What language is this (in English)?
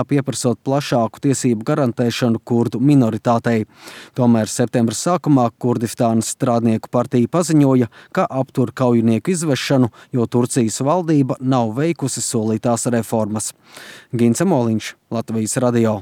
Latvian